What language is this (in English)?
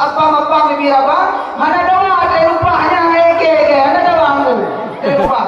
Achinese